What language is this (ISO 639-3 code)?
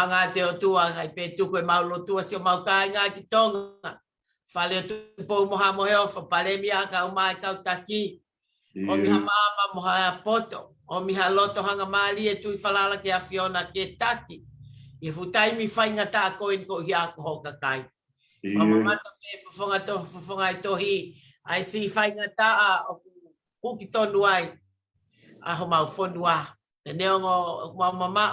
ton